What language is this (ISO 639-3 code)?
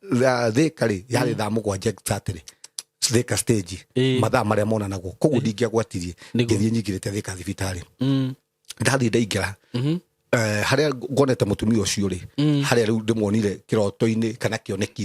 kik